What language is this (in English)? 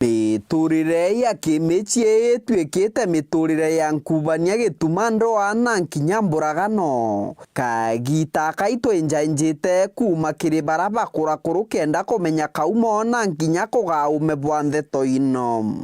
Meru